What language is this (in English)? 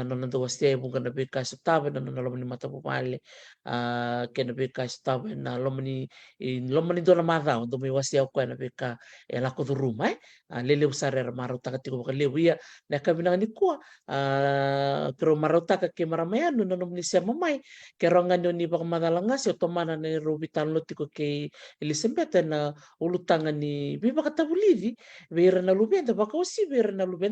Fijian